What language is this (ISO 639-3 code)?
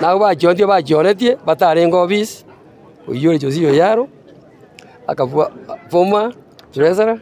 guz